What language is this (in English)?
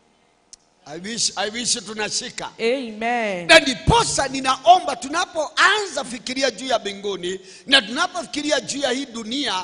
Swahili